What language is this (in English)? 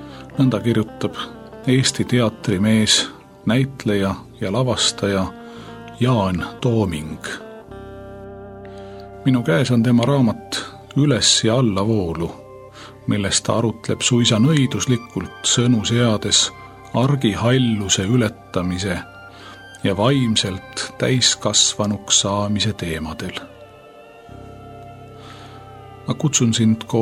Estonian